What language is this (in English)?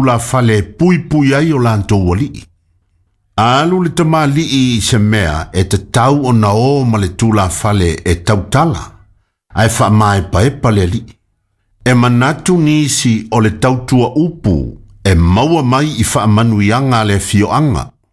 Samoan